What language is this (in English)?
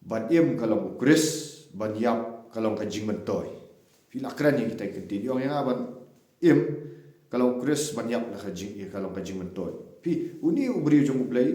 Khasi